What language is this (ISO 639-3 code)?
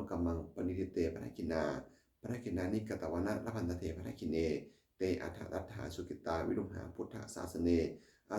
pli